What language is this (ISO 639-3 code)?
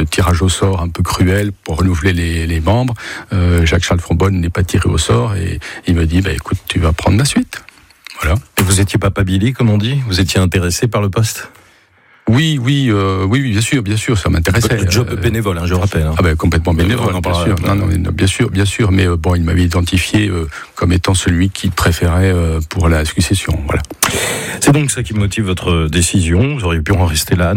fra